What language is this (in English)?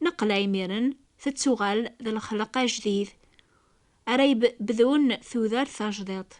Kabyle